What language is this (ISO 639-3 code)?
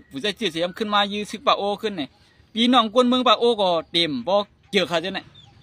shn